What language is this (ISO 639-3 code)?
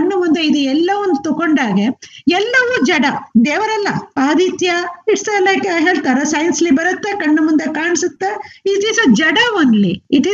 kan